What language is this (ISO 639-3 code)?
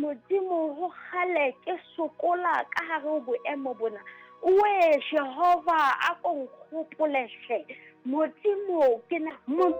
sot